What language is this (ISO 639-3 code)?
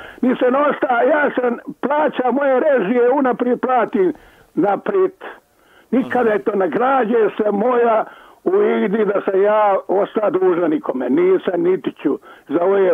hrv